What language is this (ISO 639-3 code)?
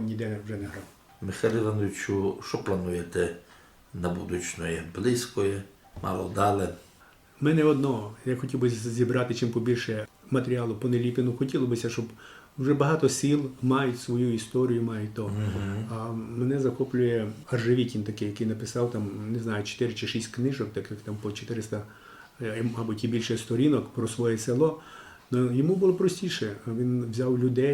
rue